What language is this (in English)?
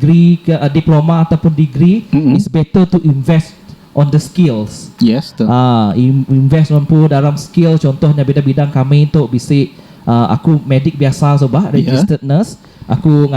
Iban